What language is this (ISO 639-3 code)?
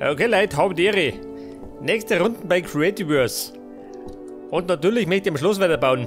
bar